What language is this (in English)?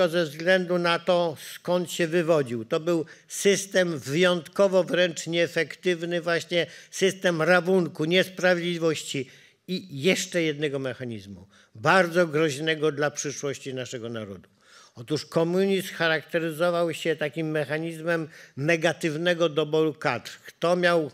Polish